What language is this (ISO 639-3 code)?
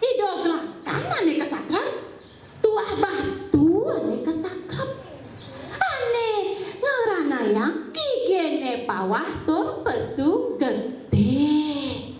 ban